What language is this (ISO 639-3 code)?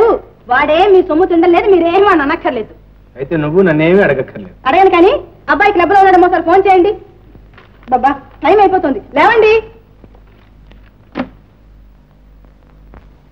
tel